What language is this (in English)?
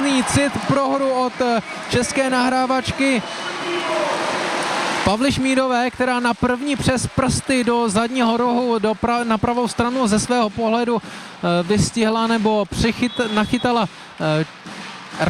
Czech